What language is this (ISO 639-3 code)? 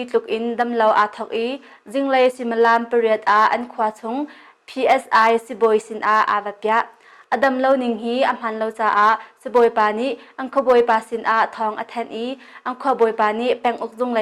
cnh